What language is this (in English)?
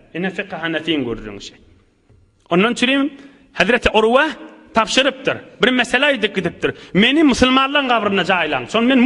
Turkmen